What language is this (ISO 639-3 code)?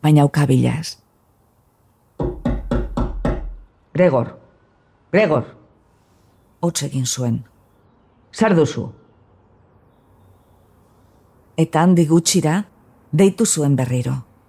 eus